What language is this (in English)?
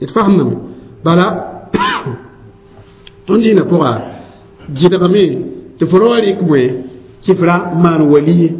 Mossi